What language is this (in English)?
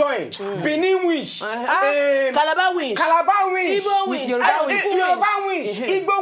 Nigerian Pidgin